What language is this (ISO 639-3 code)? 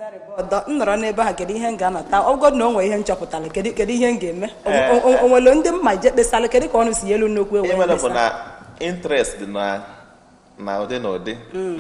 ibo